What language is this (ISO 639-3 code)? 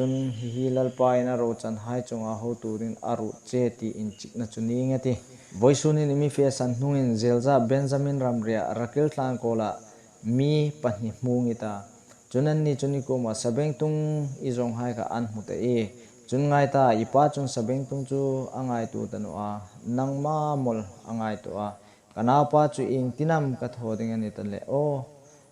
hmr